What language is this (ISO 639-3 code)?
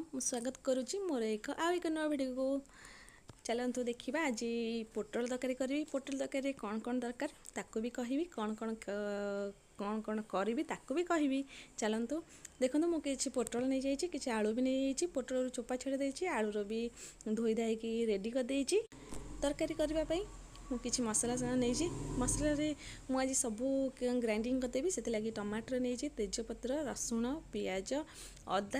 ori